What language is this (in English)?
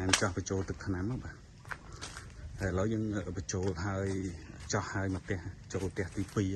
Khmer